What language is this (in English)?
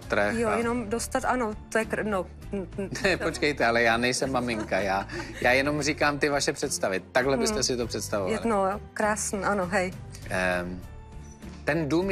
Czech